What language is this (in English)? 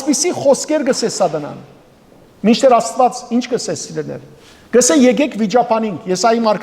Western Armenian